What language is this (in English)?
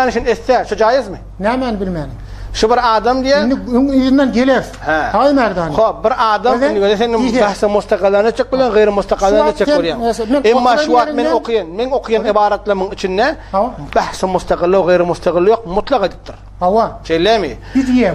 Turkmen